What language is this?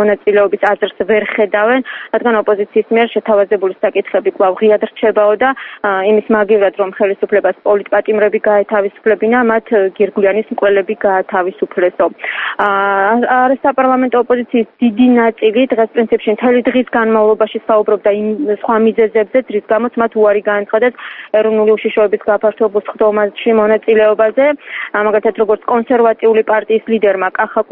Georgian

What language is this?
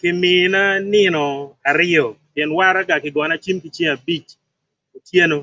Acoli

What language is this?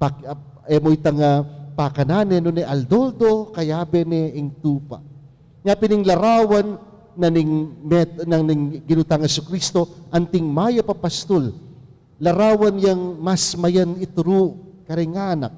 Pampanga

